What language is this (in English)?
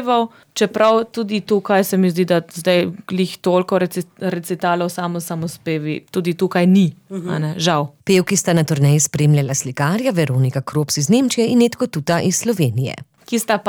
Slovenian